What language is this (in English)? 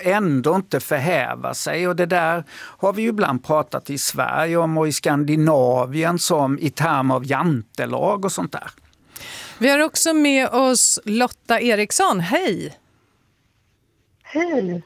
Swedish